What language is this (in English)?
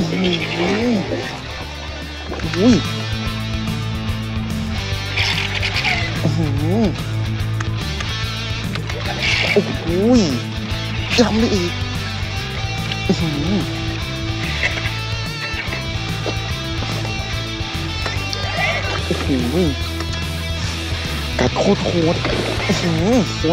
Thai